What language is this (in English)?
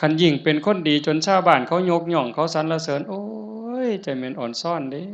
Lao